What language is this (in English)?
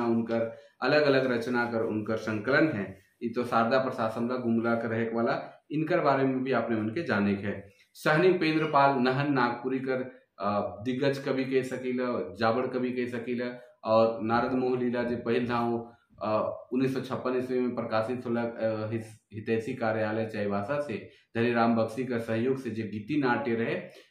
Sadri